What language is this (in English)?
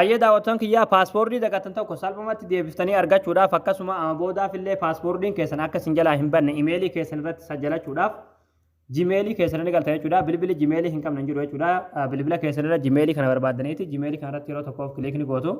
Oromo